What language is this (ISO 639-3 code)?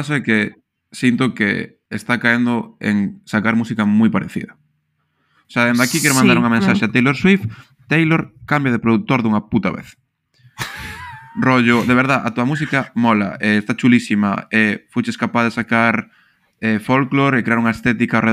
glg